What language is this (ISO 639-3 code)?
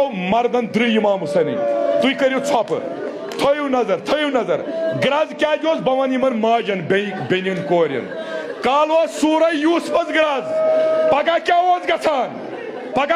kas